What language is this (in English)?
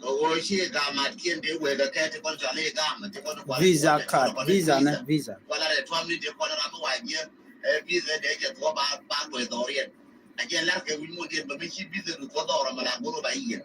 Nuer